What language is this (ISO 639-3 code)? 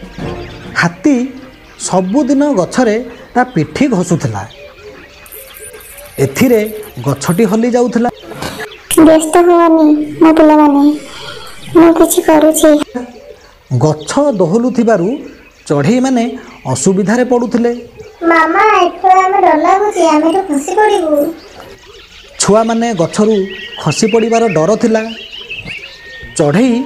ori